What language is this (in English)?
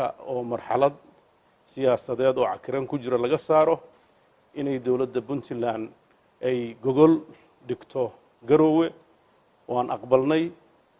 Somali